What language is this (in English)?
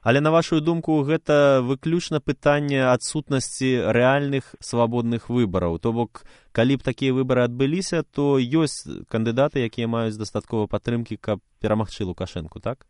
Belarusian